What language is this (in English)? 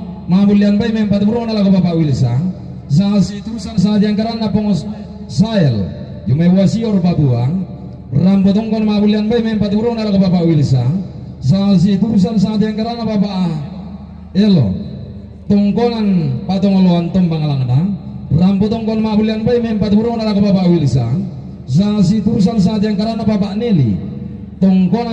Toraja-Sa'dan